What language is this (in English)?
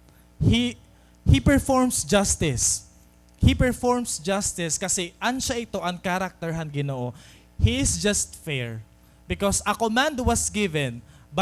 Waray